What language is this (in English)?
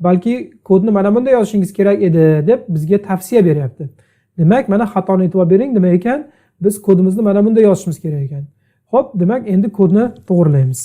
Uzbek